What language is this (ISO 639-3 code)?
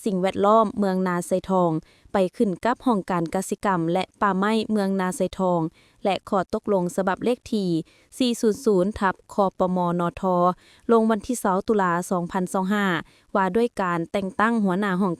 lao